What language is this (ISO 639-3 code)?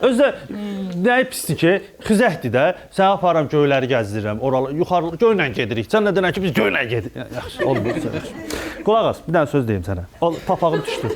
aze